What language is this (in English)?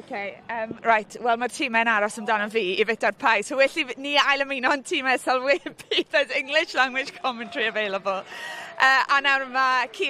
Welsh